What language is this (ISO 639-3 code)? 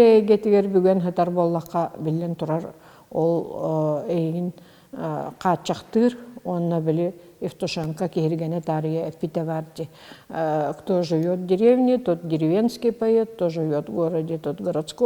sah